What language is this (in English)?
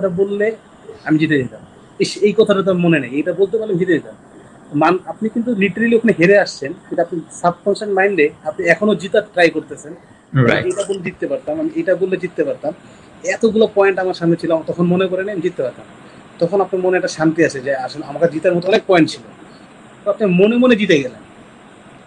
Bangla